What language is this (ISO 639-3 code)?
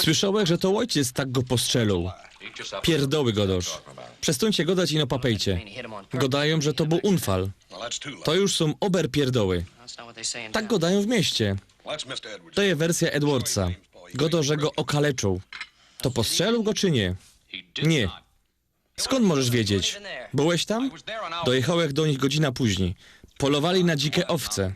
szl